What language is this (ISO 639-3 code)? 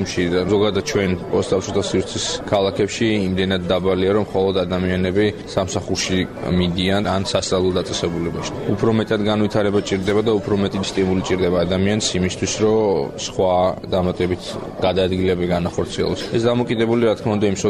kat